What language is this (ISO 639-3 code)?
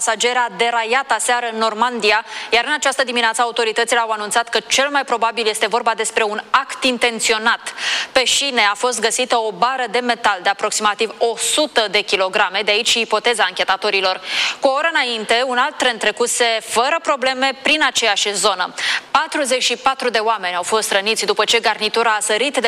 ron